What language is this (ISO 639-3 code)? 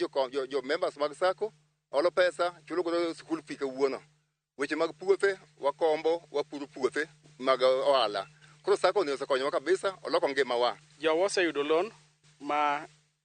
luo